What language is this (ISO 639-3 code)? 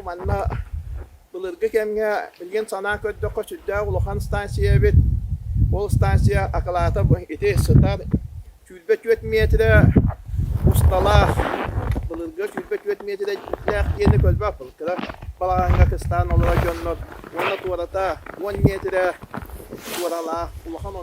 sah